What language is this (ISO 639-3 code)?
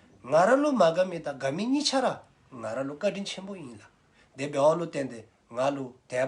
dzo